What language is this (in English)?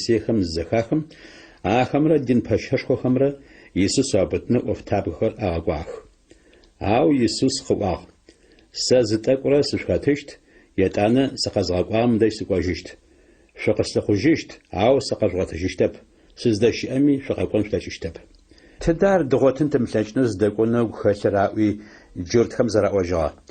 Adyghe